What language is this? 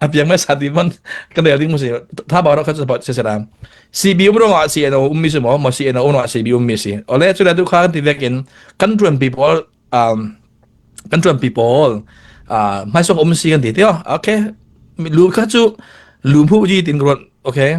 Falam Chin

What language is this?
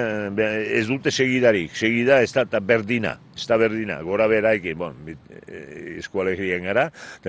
Basque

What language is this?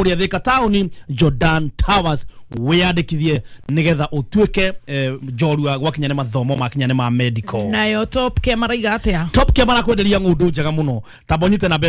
Kikuyu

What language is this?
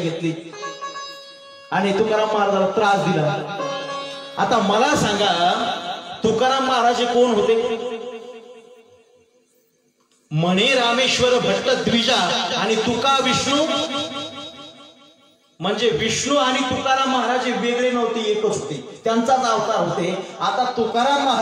Marathi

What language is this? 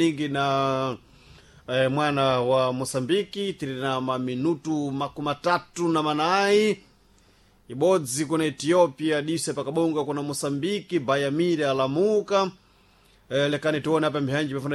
Sena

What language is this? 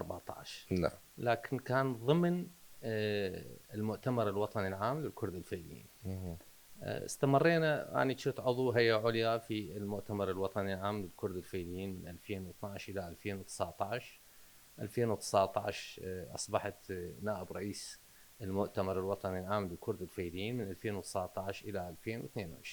Mesopotamian Arabic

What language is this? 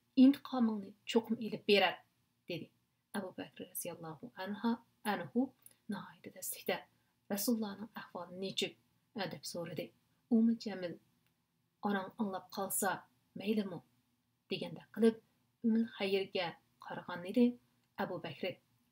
Uyghur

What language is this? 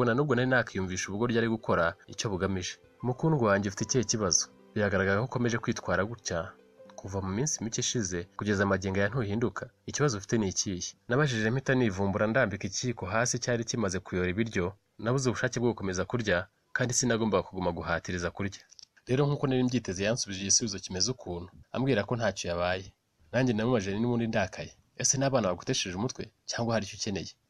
Kinyarwanda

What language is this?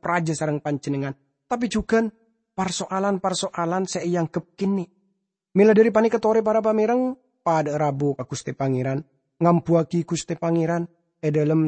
Madurese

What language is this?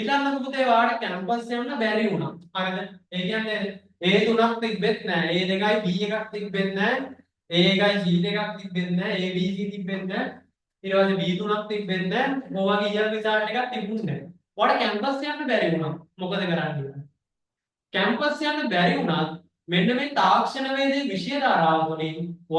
Sinhala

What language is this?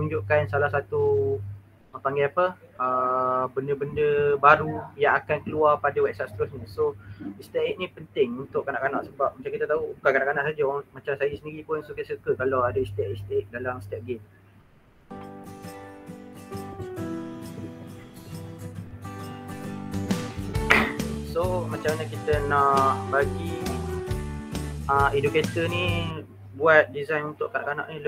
Malay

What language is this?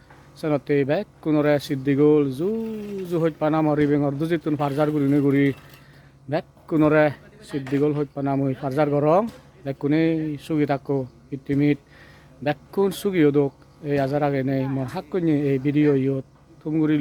Chakma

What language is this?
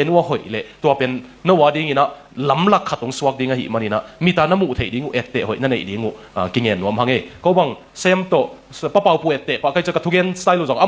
Tedim Chin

